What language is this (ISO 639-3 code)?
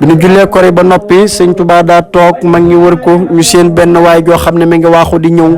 wol